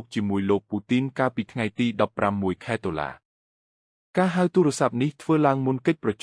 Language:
Khmer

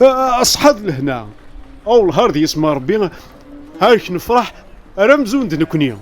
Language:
Kabyle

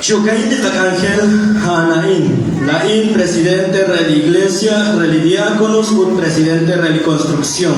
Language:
Kekchí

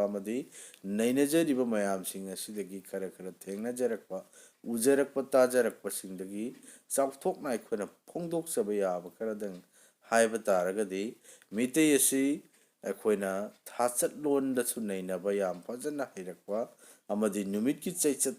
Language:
Manipuri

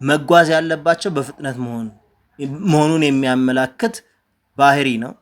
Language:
Amharic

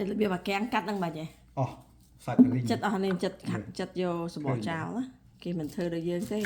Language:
Khmer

